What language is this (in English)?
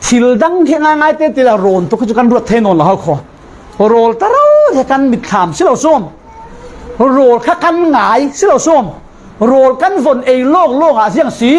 Falam Chin